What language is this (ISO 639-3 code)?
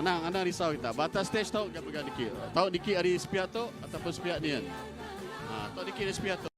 iba